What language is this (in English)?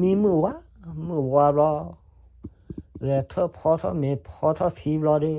S'gaw Karen